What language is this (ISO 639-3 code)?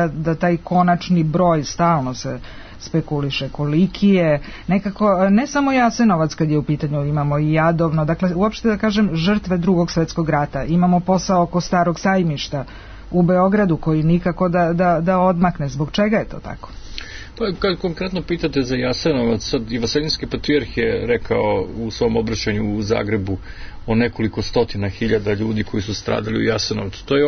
srp